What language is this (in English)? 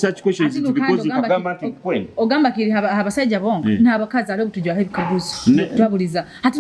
Nyoro